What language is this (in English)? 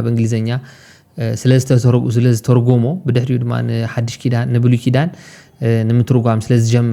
Tigrinya